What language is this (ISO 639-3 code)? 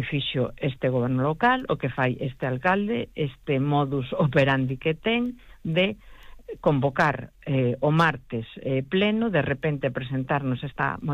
glg